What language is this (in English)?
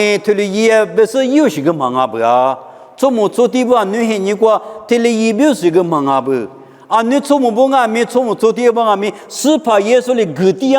Lisu